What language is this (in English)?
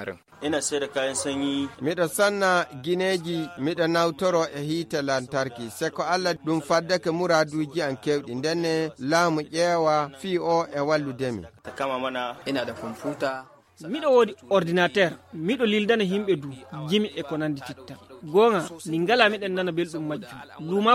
Fula